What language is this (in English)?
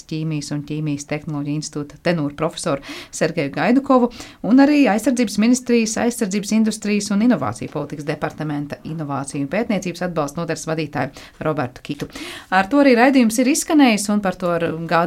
Latvian